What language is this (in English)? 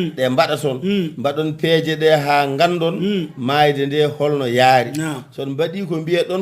Fula